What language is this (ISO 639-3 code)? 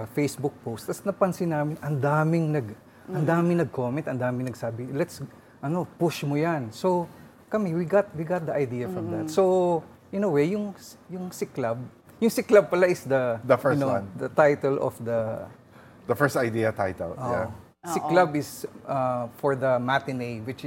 fil